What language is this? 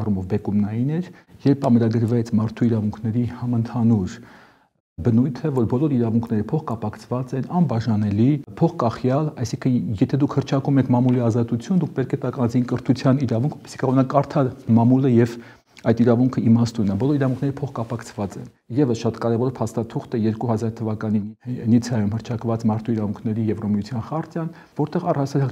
Armenian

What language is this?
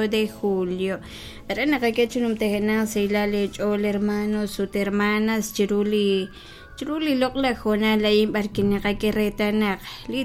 Kekchí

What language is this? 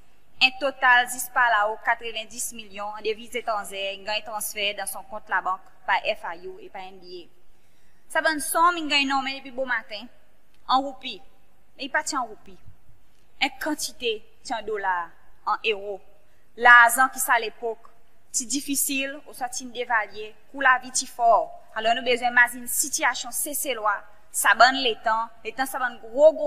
Seselwa Creole French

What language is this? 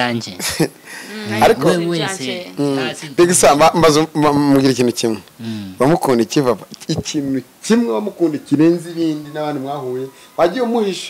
Kinyarwanda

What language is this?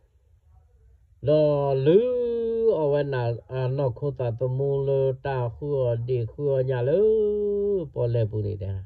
S'gaw Karen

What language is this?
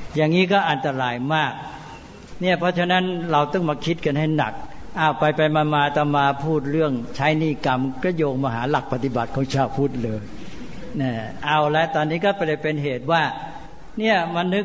Thai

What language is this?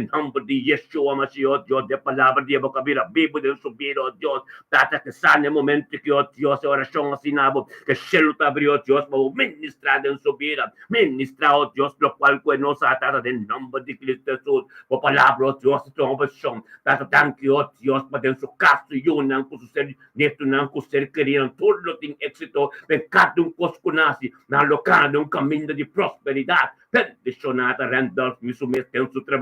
Papiamento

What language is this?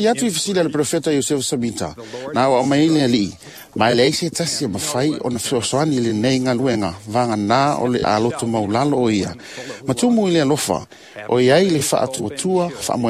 Samoan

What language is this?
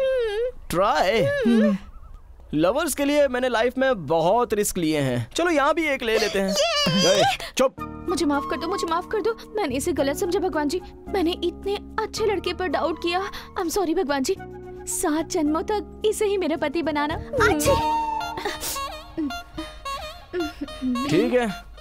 Hindi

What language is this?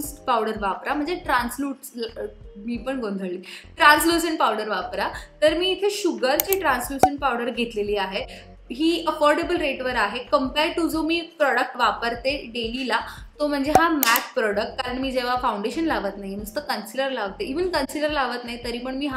Marathi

